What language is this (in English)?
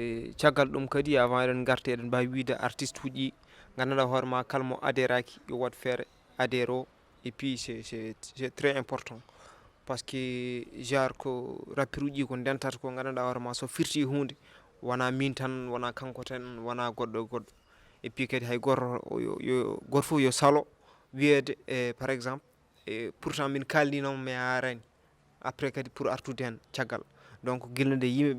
Fula